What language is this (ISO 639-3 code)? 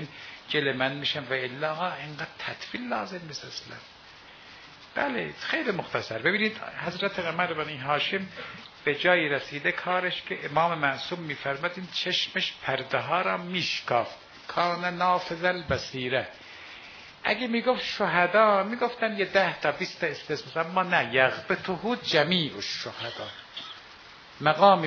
fas